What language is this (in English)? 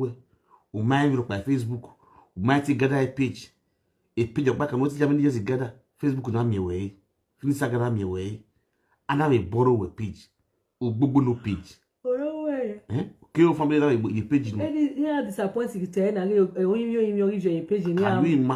Nigerian Pidgin